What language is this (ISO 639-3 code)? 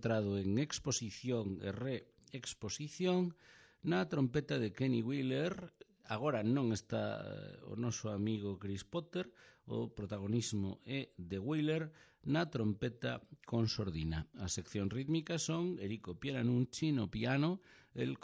glg